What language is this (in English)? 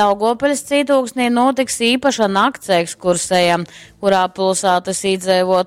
Latgalian